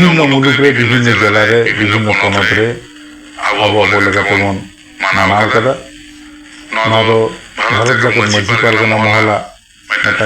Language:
Santali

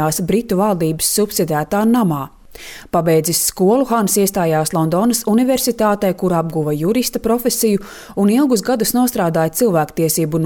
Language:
Latvian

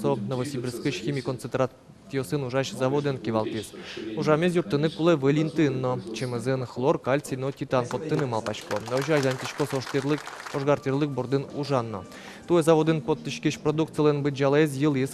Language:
Udmurt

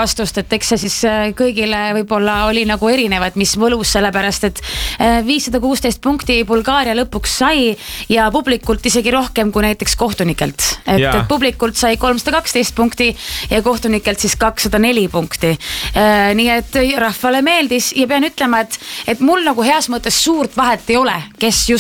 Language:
Estonian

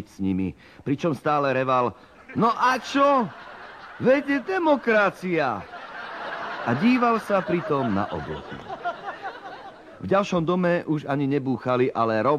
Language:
Slovak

